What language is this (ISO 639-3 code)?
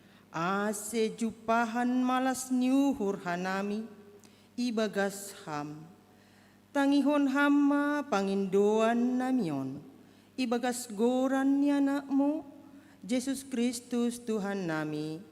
bts